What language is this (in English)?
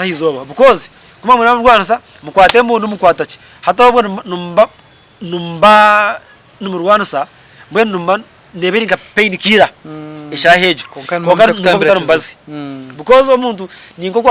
Nyankole